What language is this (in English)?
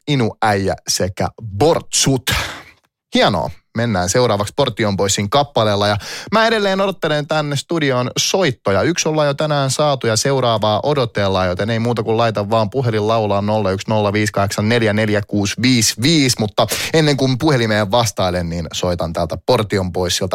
Finnish